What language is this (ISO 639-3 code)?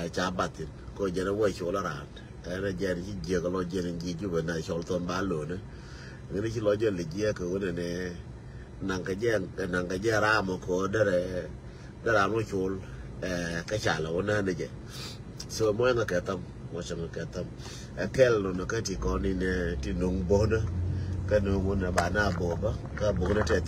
nus